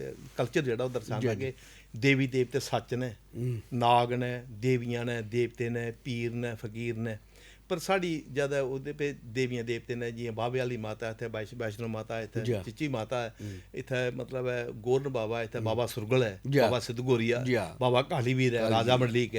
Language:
Dogri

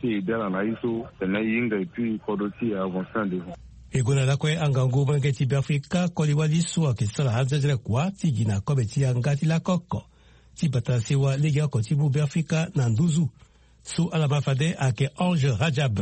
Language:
Sango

